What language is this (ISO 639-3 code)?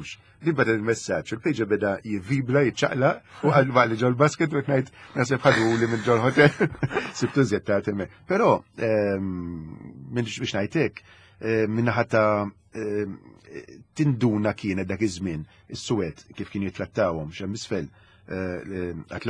mlt